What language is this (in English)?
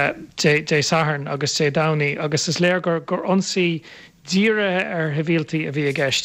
Irish